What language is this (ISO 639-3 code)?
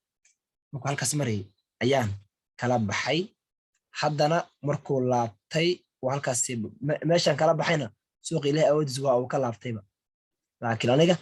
som